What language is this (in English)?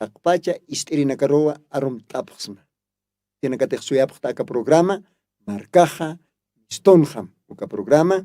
Aymara